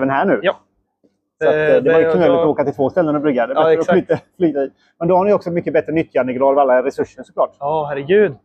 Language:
Swedish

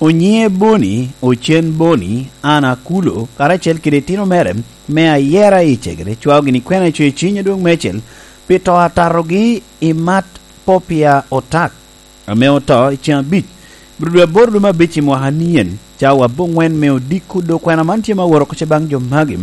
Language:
Lango (Uganda)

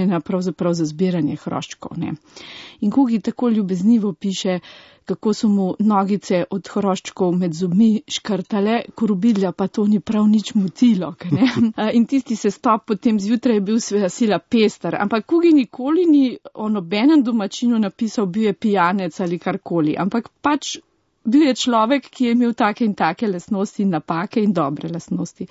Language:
Slovenian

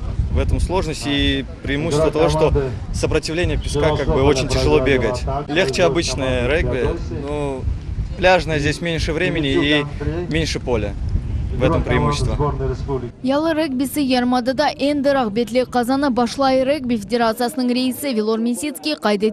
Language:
Crimean Tatar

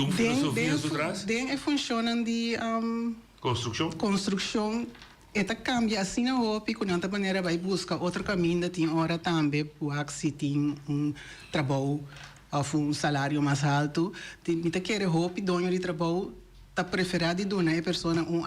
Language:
Papiamento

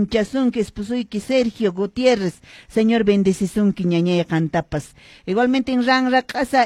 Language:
Quechua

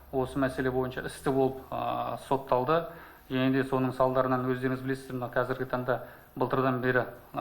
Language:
Kazakh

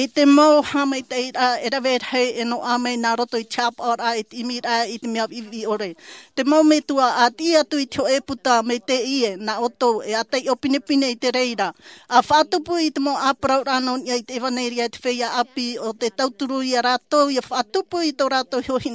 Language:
Tahitian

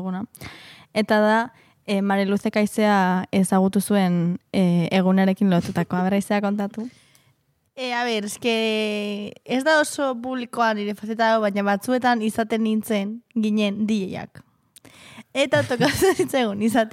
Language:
Basque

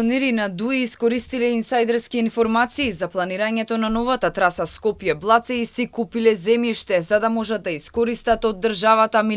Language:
Macedonian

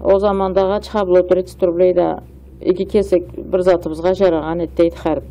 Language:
Karachay-Balkar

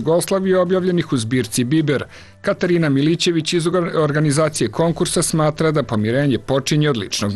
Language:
Serbian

